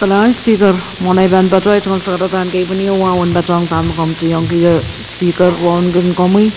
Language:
Pohnpeian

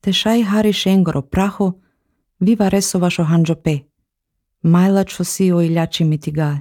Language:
Slovenian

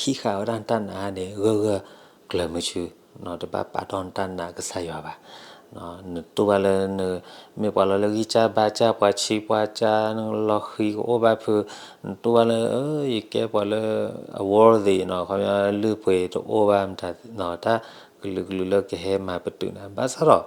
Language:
S'gaw Karen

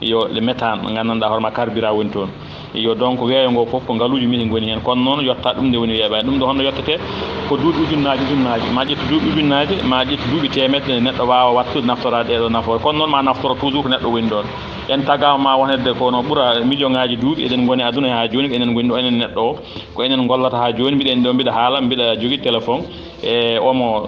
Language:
Fula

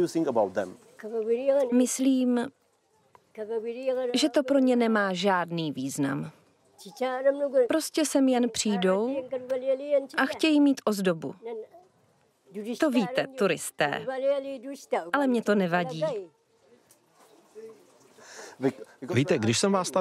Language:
Czech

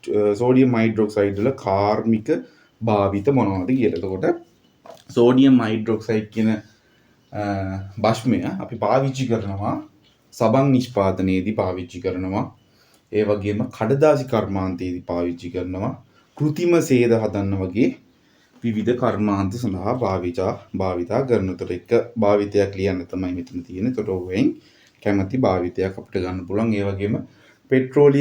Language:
Sinhala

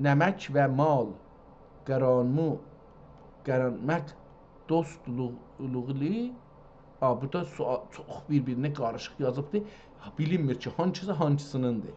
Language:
South Azerbaijani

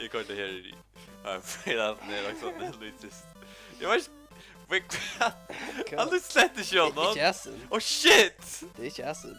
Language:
Faroese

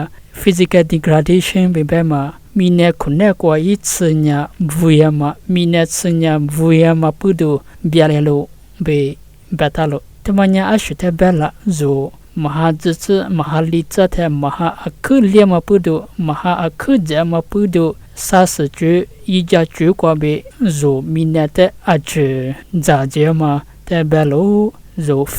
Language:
Lisu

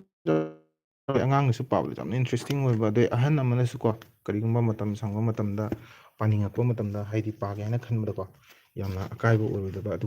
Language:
Manipuri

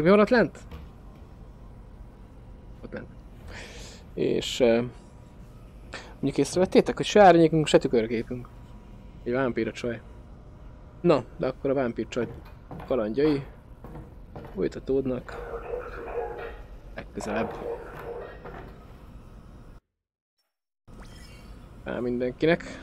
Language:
Hungarian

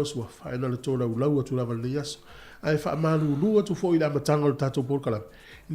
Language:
Samoan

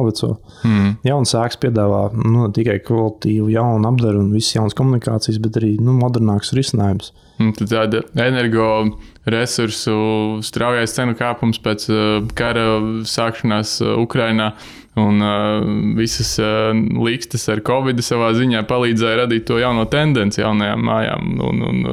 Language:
Latvian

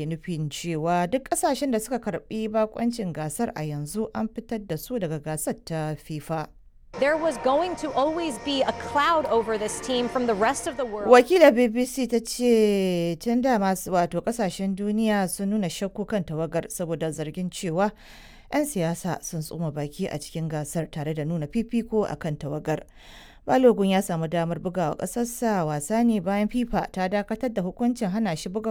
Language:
Hausa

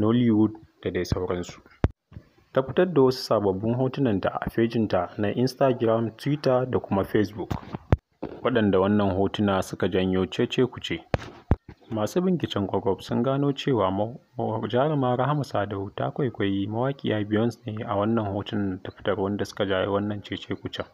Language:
Hausa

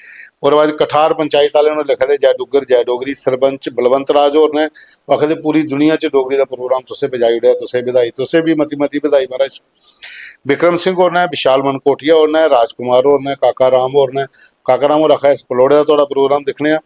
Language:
Dogri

